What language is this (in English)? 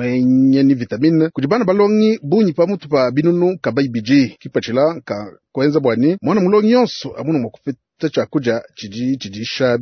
Luba-Lulua